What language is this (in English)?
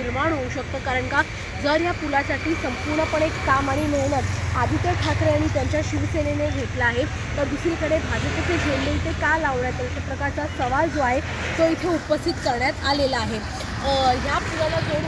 Marathi